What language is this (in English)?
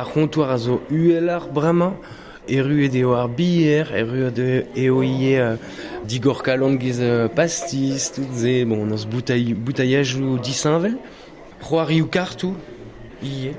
Breton